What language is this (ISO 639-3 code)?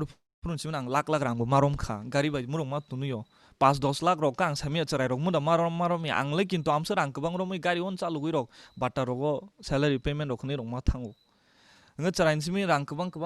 trp